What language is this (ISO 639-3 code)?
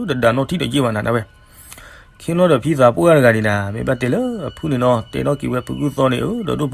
ksw